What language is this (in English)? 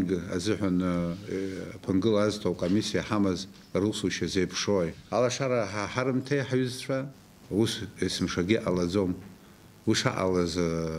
Abkhazian